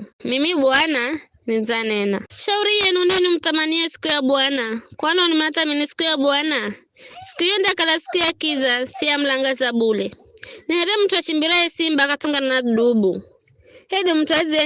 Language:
Giryama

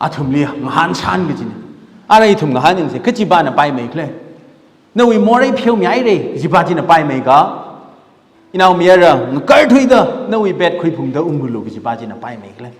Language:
Tangkhul Naga (India)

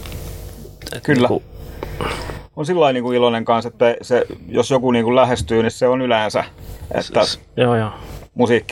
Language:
Finnish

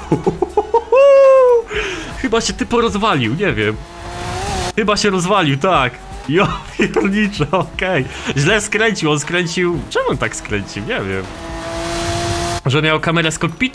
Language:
Polish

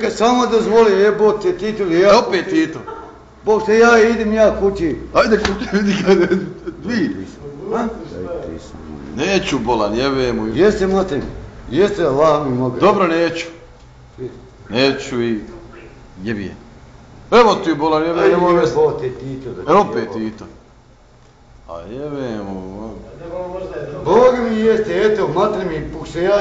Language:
Bosnian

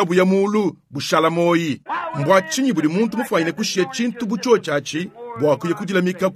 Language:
Luba-Lulua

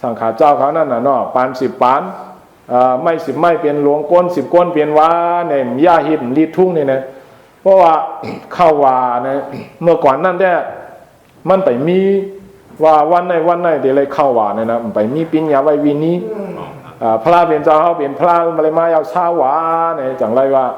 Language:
Shan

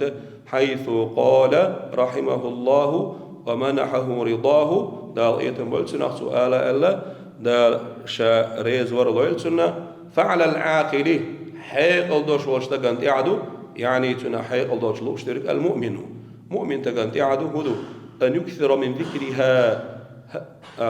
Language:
Chechen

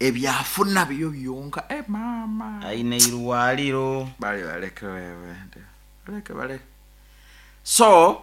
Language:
Nyoro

